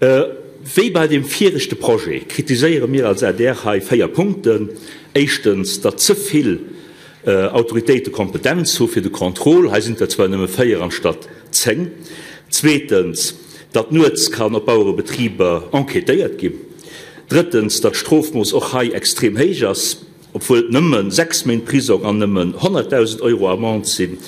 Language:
Luxembourgish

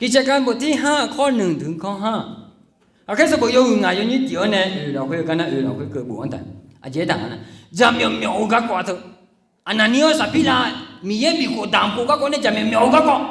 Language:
Akha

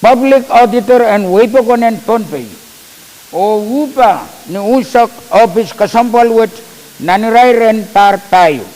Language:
Pohnpeian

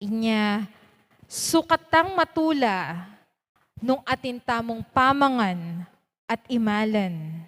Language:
Pampanga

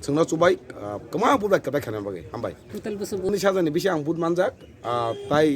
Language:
Kok Borok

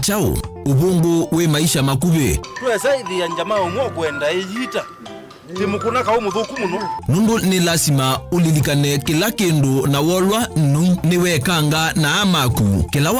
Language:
Kamba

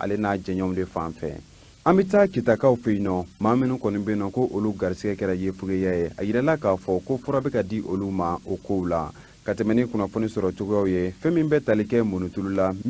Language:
Bambara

